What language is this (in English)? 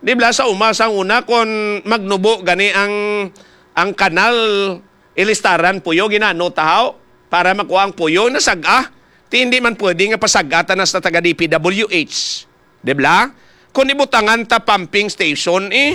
Hiligaynon